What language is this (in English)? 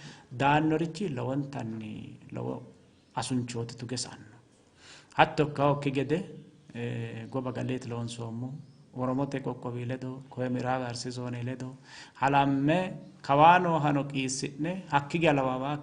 Sidamo